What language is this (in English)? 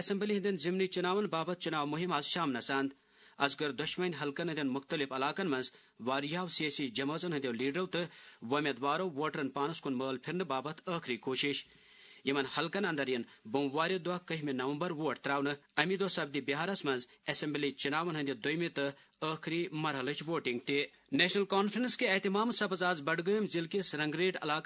Kashmiri